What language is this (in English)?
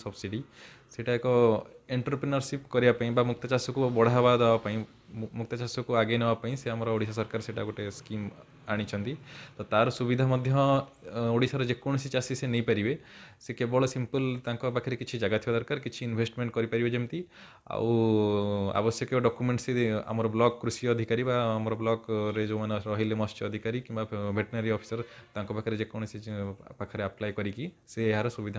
Odia